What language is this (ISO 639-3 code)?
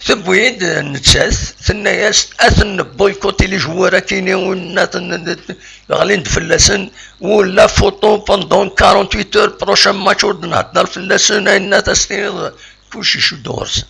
kab